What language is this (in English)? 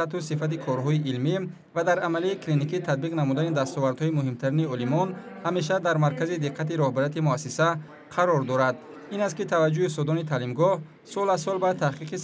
Tajik